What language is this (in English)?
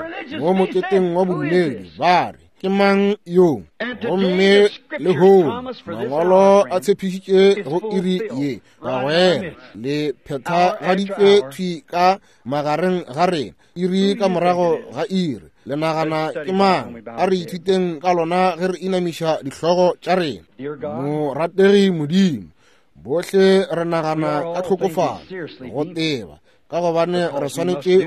Northern Sotho